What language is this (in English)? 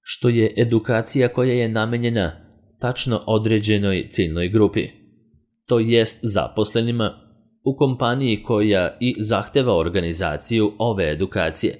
Serbian